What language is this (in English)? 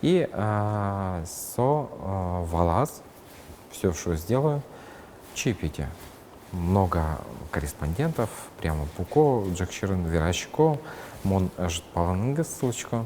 Udmurt